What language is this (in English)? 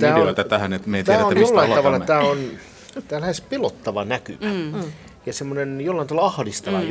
Finnish